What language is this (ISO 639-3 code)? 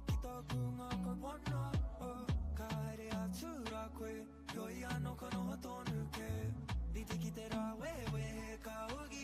mri